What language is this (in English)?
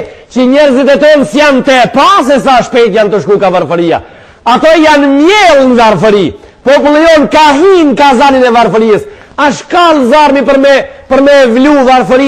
Albanian